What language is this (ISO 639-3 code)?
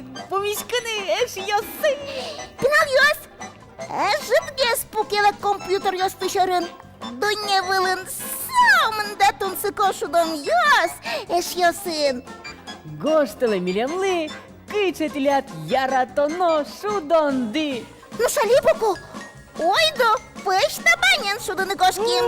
udm